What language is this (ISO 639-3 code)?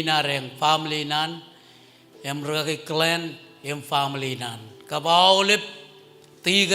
mah